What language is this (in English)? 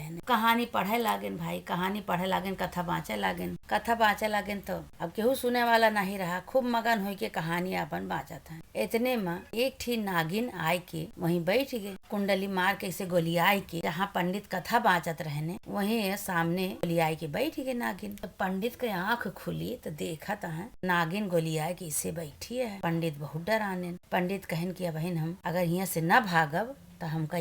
Awadhi